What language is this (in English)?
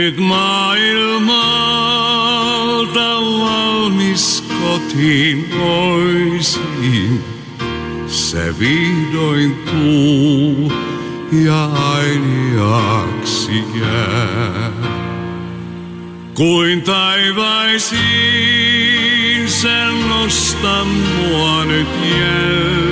Finnish